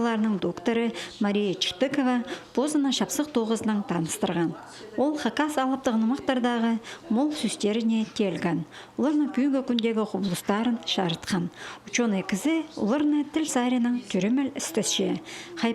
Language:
Khakas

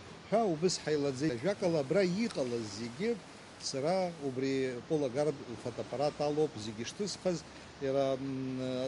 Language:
Abkhazian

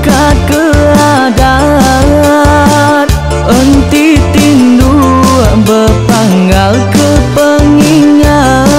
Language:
Iban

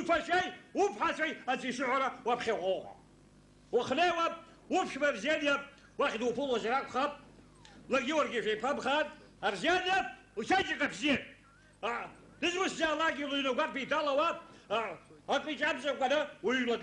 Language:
Abkhazian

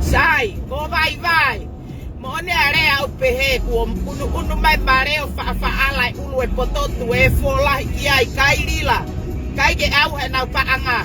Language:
Tongan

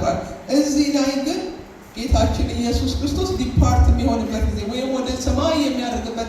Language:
Amharic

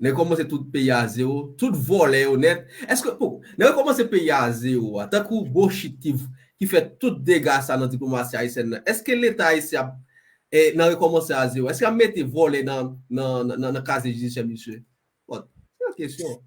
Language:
Haitian Creole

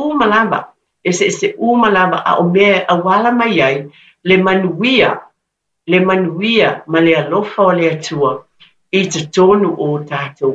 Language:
Samoan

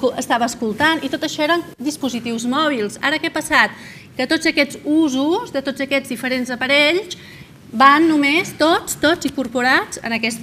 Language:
Catalan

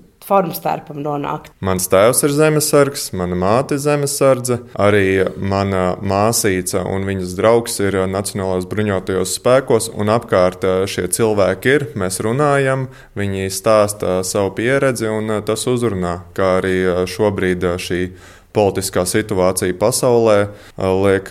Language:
Latvian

